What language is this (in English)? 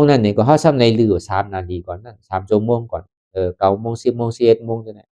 Shan